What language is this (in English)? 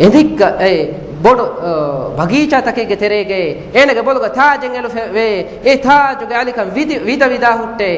Divehi